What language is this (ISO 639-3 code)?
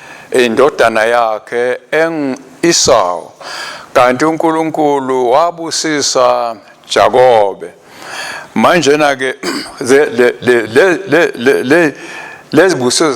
ssw